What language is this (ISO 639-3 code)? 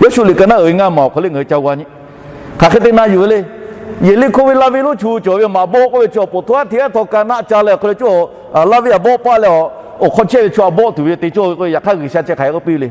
lhu